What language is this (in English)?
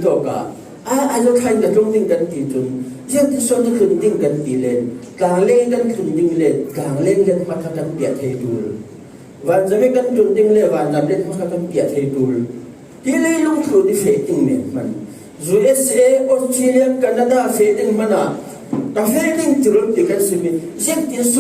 Falam Chin